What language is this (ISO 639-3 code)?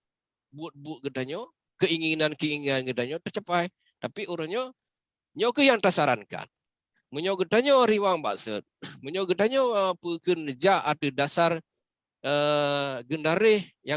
ace